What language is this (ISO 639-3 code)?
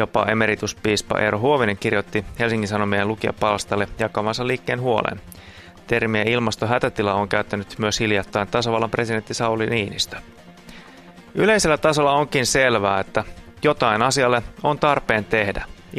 fin